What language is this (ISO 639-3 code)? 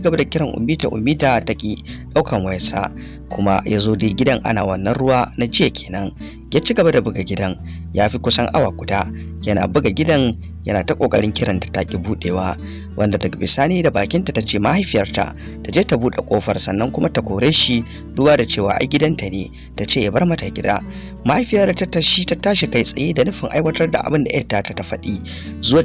hau